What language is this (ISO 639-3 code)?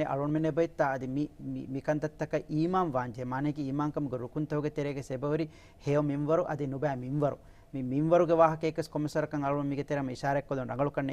div